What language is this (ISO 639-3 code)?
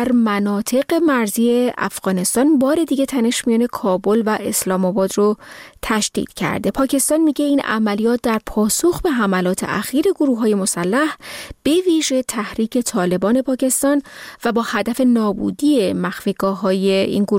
fas